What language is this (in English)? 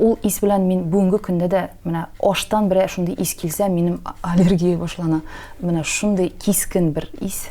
Tatar